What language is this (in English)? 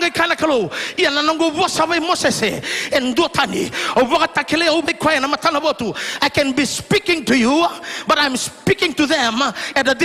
Fijian